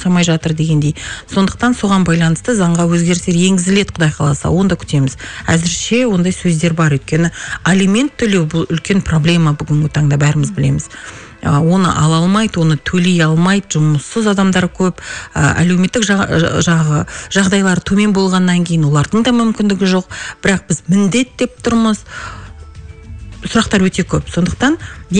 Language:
Kazakh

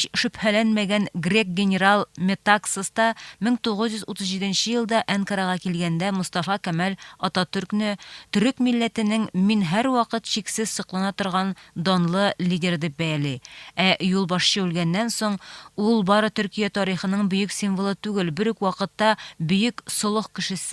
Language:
Tatar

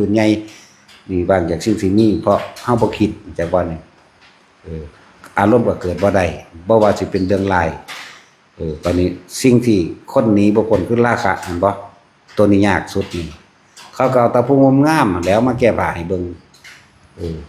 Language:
Northeastern Thai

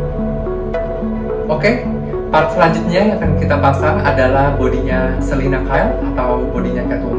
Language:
Indonesian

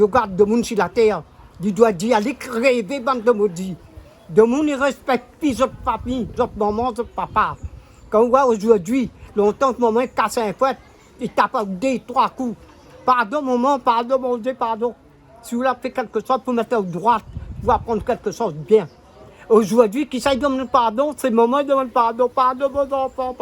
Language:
Réunion Creole French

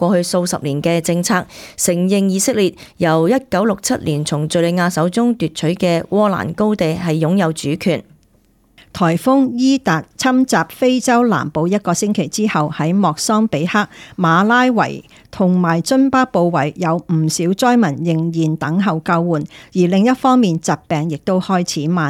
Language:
Cantonese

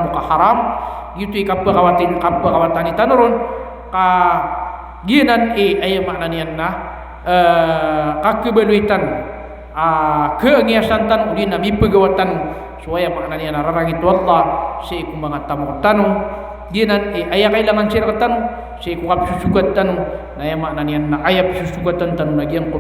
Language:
Maranao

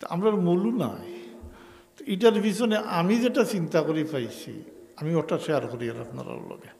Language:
Sylheti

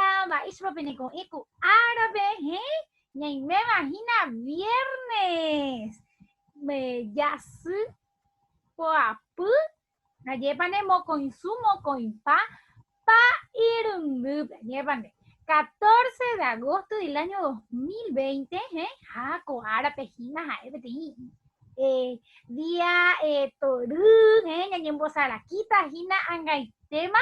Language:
Guarani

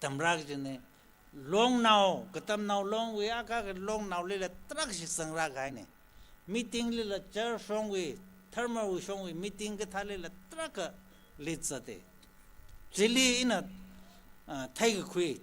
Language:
Tangkhul Naga (India)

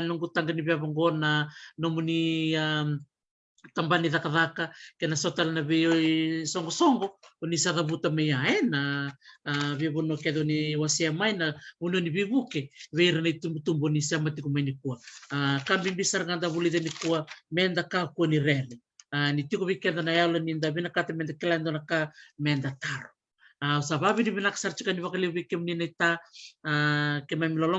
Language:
Fijian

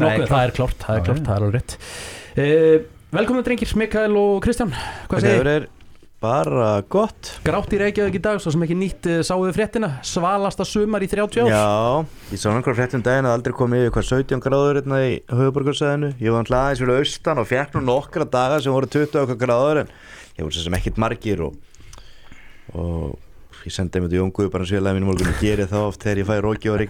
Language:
Icelandic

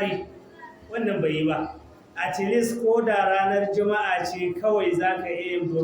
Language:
Hausa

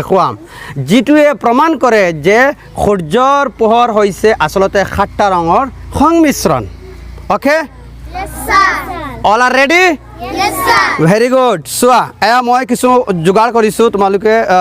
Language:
Assamese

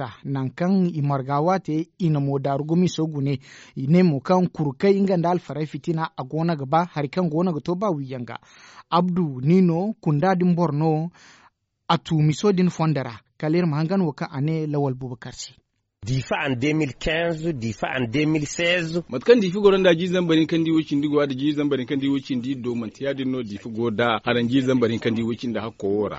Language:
Zarma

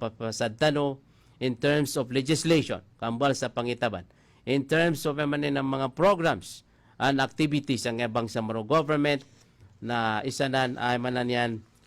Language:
Maranao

